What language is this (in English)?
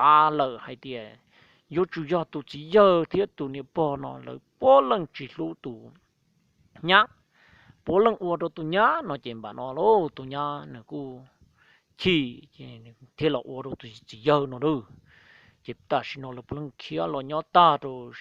Hmong